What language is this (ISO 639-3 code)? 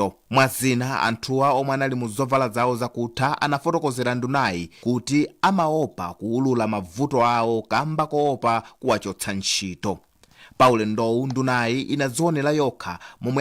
nya